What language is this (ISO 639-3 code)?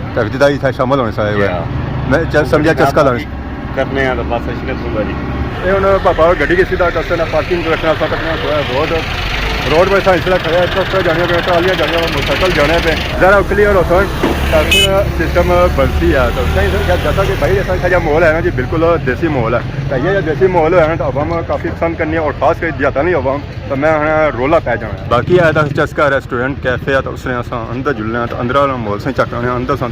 phr